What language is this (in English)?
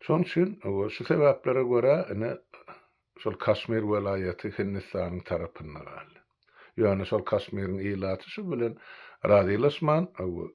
Turkmen